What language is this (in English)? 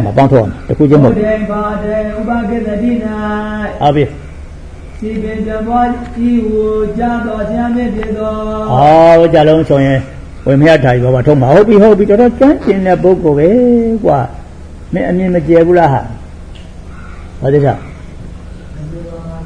Burmese